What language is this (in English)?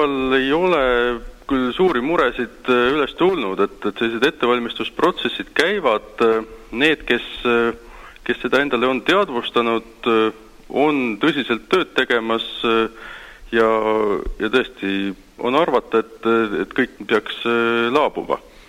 Estonian